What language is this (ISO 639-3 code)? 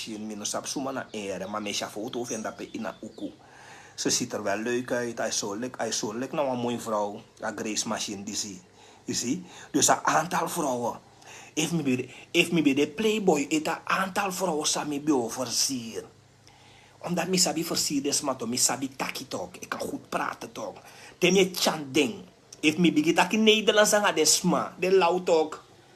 srn